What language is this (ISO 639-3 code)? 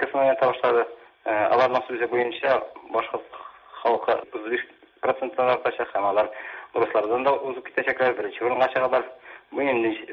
tat